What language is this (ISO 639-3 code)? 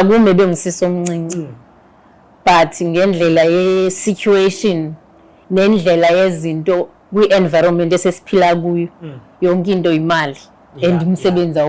zul